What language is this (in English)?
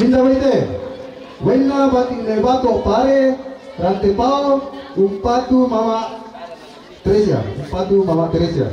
Toraja-Sa'dan